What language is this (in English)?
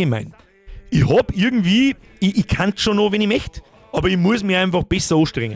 Bavarian